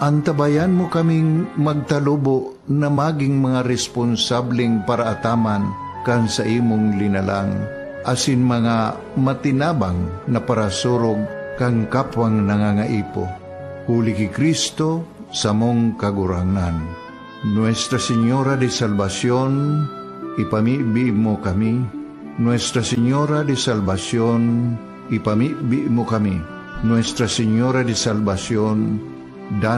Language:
Bikol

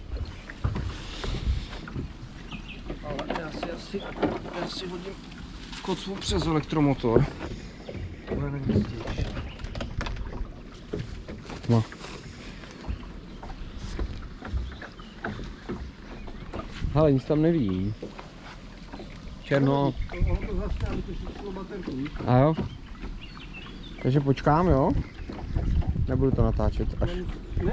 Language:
Czech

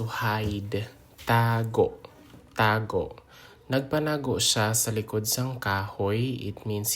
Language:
Hiligaynon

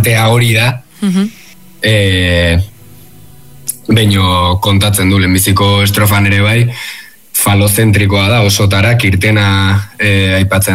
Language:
Basque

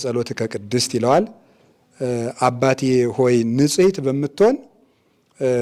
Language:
Amharic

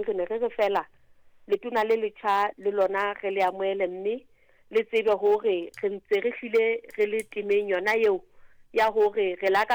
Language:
Southern Sotho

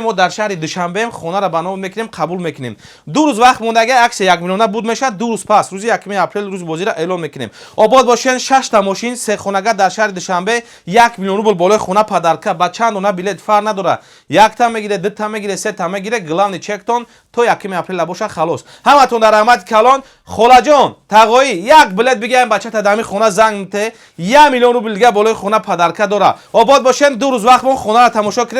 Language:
Tajik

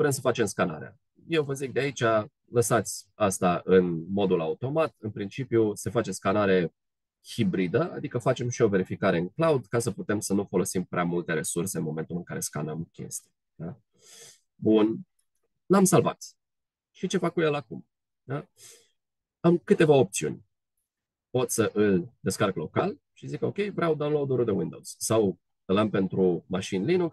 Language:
Romanian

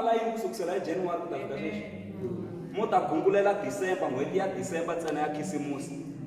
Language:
Tsonga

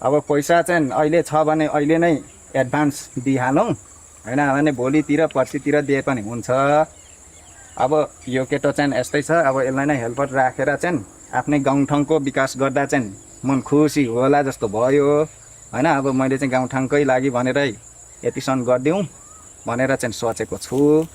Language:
Nepali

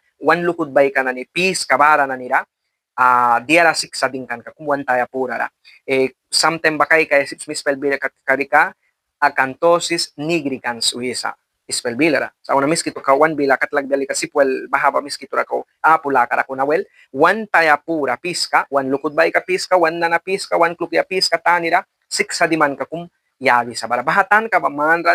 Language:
Mískito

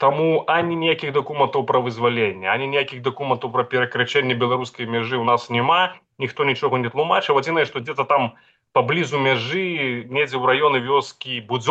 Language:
Belarusian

